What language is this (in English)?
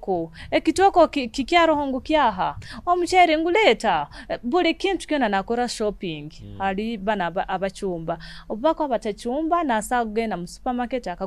Nyoro